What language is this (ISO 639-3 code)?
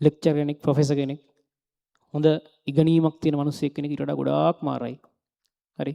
sin